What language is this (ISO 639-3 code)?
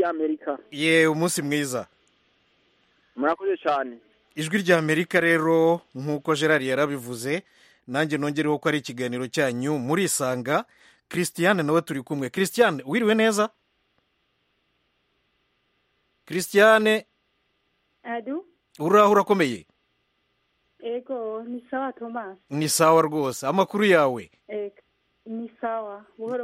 kin